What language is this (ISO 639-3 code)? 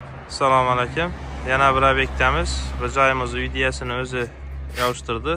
uzb